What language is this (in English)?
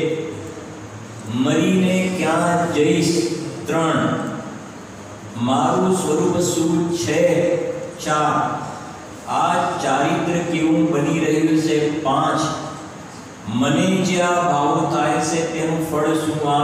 Gujarati